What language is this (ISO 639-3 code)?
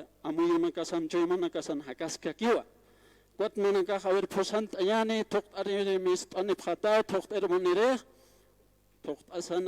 aym